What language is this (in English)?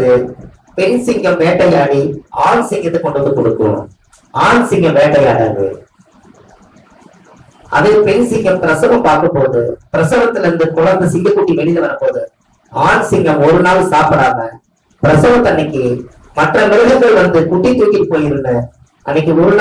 Tamil